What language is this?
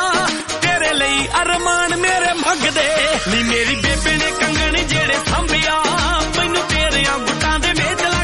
Punjabi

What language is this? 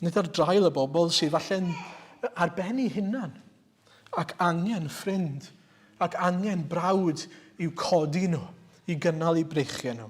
Welsh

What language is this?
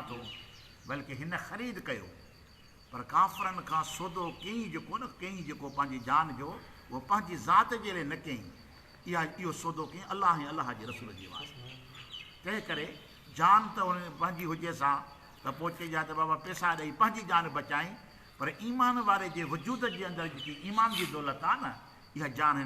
Sindhi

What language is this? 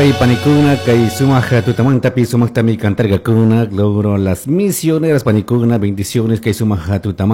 Chimborazo Highland Quichua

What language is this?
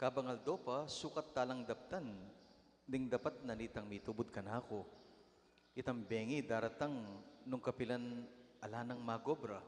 Pampanga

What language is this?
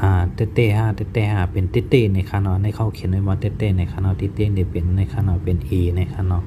Shan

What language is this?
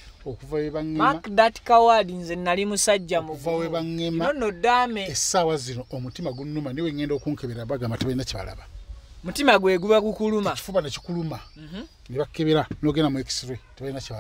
Ganda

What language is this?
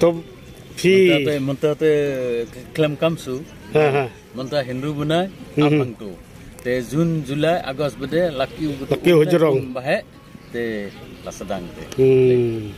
Khasi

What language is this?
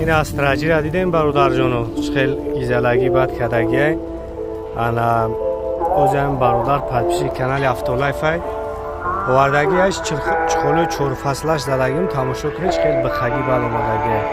Tajik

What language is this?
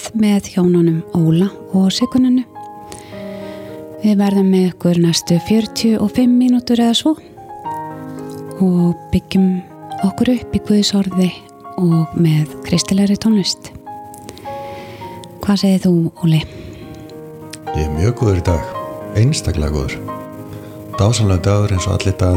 Icelandic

